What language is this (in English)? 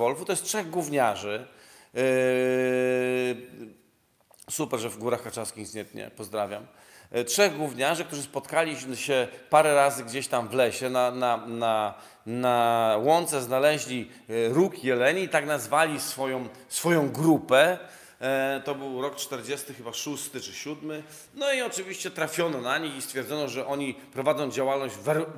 Polish